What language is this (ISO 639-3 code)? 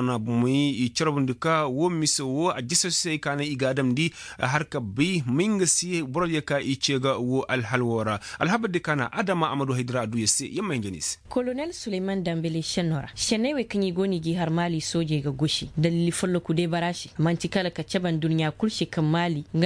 ses